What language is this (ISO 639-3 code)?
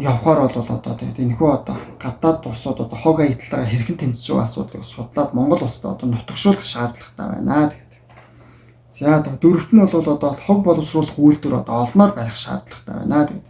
mon